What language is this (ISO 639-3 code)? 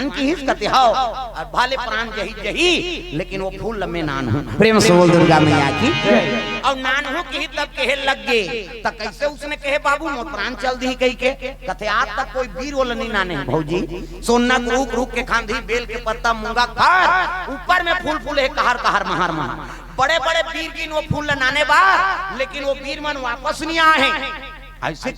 hne